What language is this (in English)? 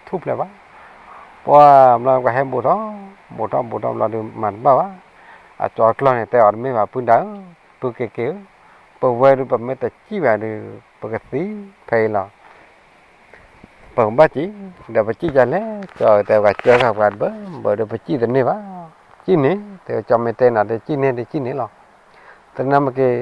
S'gaw Karen